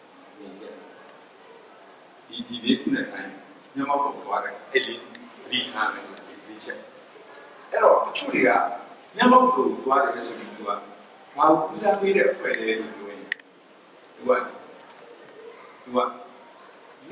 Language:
Burmese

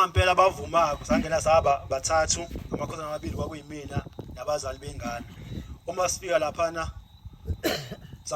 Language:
Zulu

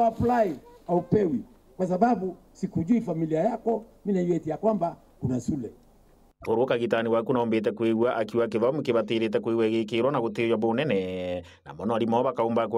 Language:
Meru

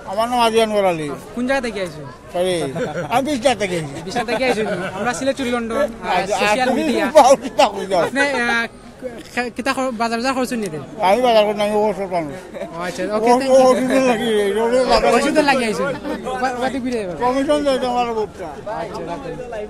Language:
Sylheti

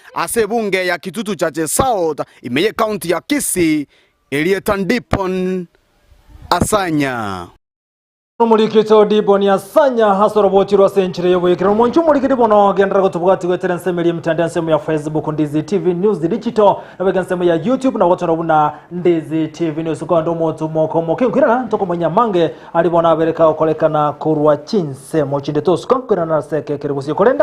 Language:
Gusii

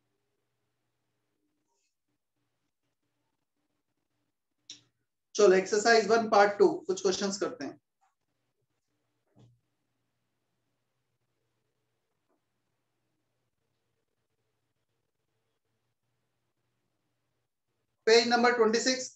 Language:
Hindi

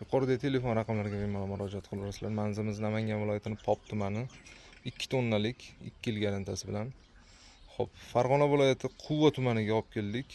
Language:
Uzbek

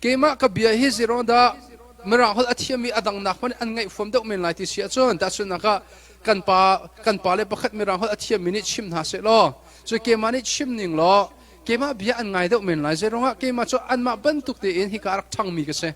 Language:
Hakha Chin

